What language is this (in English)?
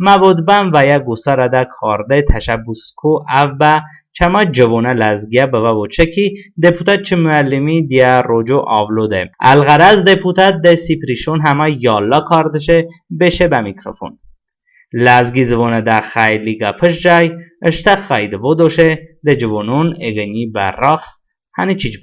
Talysh